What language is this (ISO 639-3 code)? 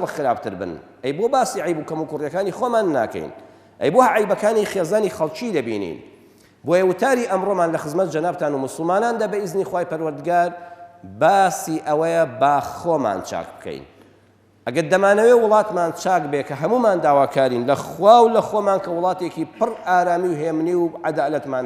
ckb